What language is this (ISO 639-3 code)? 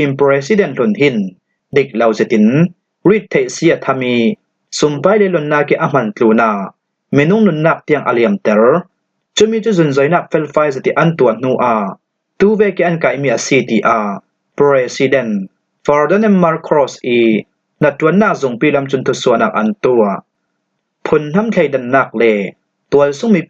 cfm